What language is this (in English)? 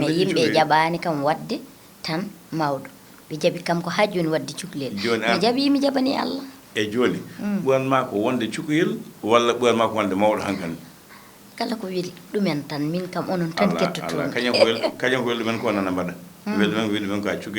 Fula